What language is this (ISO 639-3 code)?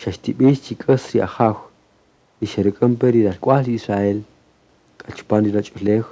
cak